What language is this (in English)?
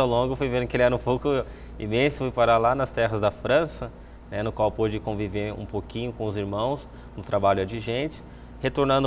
Portuguese